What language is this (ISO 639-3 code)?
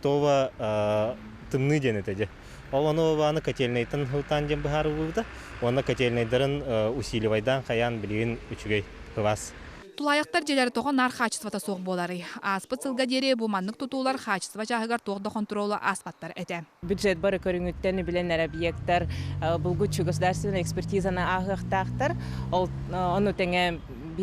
sah